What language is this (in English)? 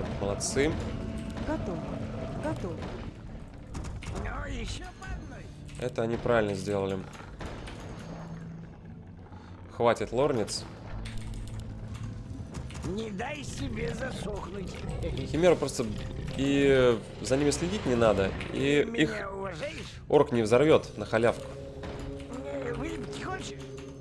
Russian